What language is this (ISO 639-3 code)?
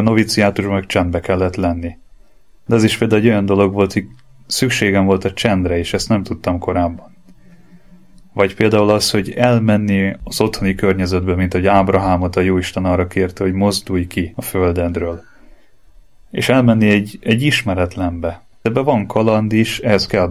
hun